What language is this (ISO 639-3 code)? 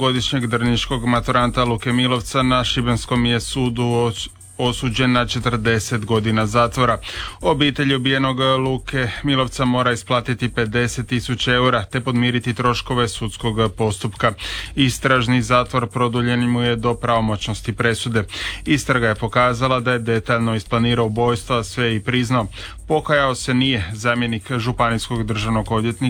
hrv